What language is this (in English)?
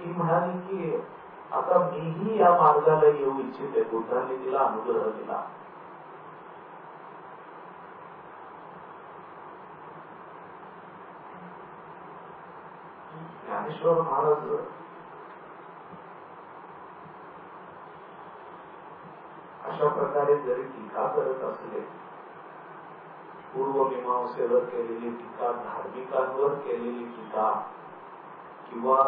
Marathi